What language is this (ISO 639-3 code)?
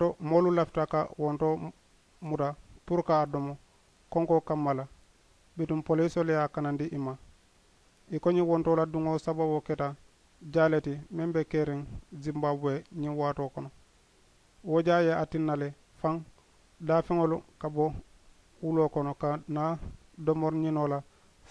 man